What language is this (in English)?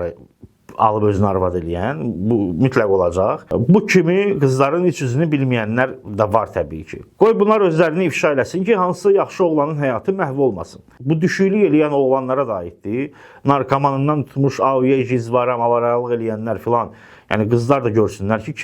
Azerbaijani